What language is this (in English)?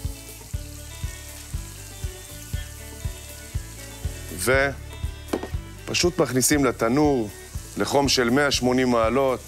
Hebrew